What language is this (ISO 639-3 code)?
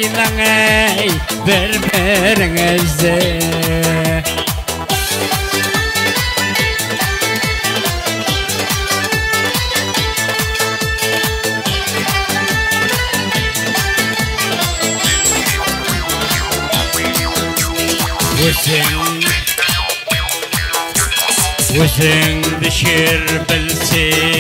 kaa